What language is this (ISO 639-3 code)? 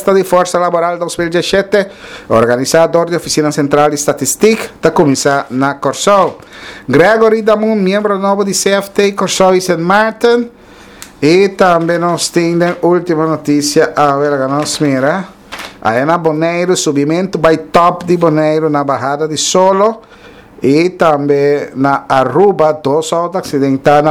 pap